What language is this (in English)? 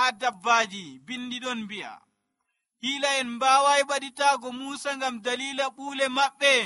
Nigerian Fulfulde